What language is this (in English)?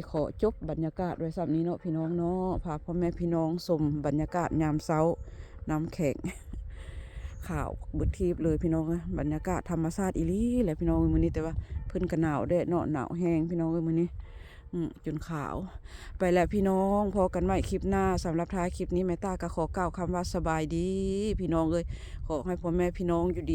Lao